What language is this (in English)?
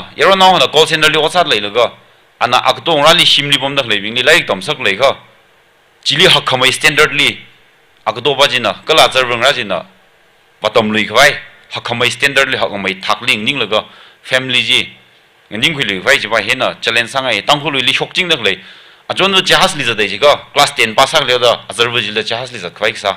Tangkhul Naga (India)